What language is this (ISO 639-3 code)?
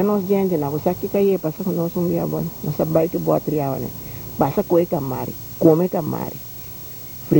pap